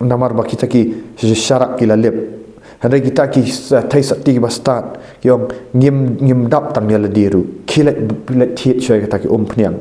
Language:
Khasi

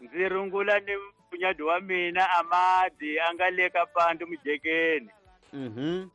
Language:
Tsonga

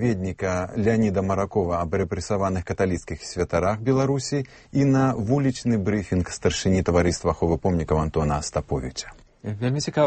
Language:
Belarusian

